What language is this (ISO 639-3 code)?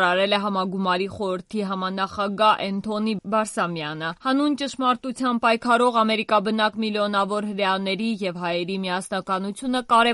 hye